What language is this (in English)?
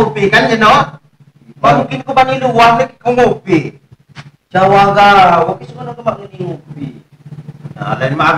Lampung Api